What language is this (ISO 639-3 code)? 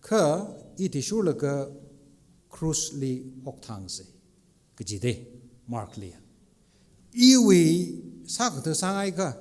nmf